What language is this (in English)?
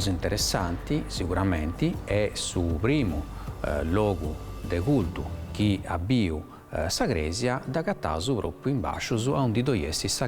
Sardinian